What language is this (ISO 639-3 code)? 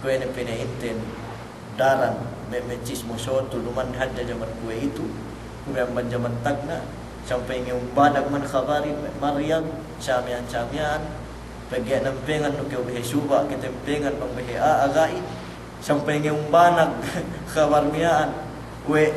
yka